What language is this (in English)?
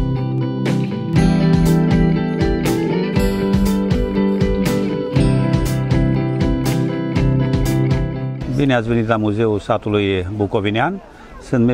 Romanian